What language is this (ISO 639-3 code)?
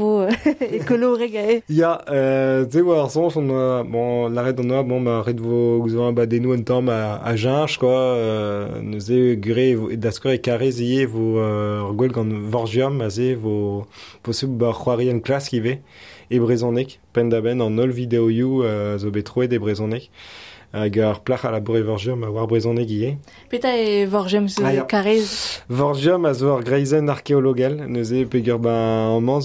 bre